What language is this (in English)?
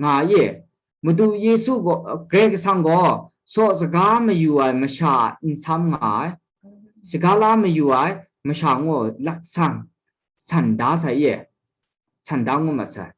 Kachin